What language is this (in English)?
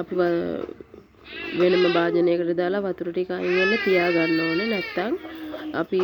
Sinhala